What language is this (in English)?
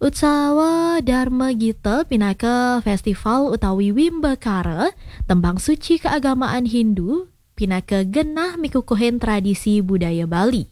Balinese